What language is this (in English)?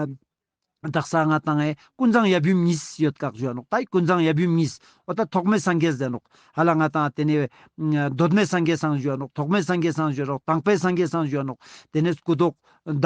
Ladakhi